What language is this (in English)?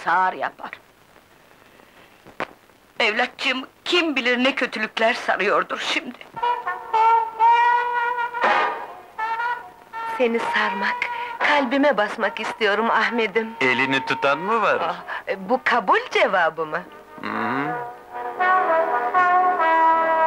Turkish